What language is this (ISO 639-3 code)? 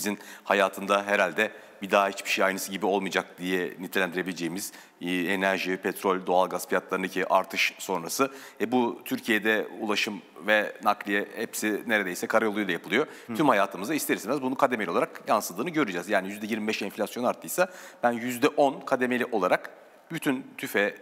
tur